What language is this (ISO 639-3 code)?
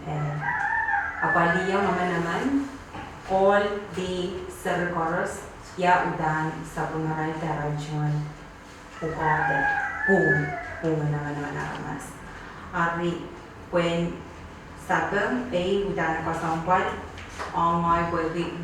pon